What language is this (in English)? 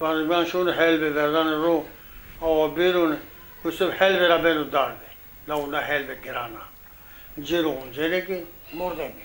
Zaza